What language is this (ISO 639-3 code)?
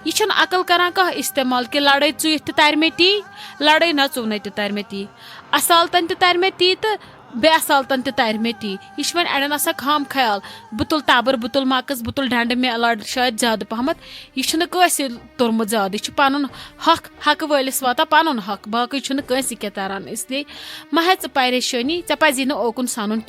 kas